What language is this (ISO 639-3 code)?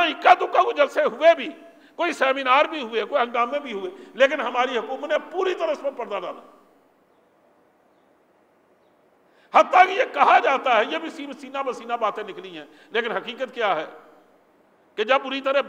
urd